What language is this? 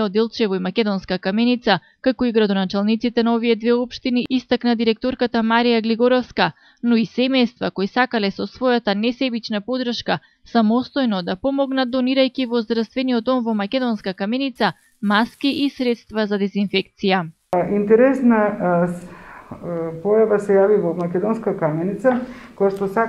Macedonian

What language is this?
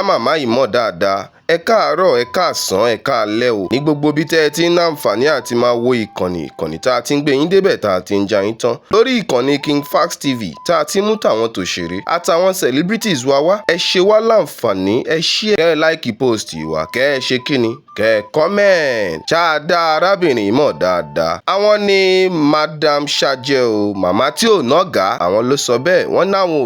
Yoruba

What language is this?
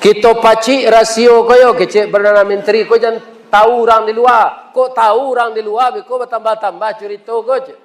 Minangkabau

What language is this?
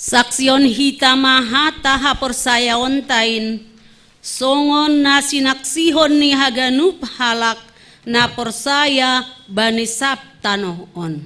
Batak Simalungun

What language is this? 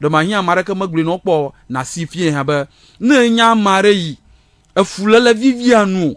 Ewe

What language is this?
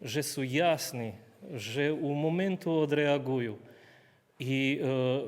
Rusyn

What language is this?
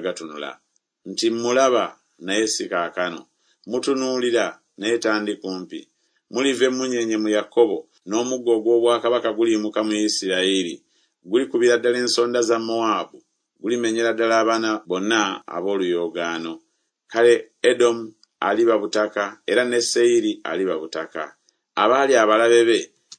Ganda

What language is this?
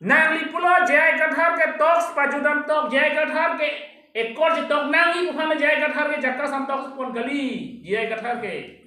Karbi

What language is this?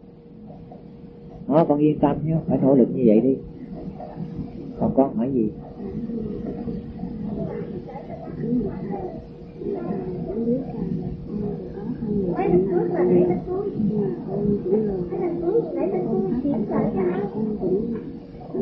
Vietnamese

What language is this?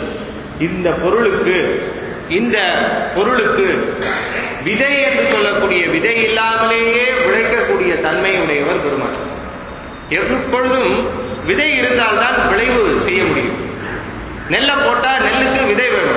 Tamil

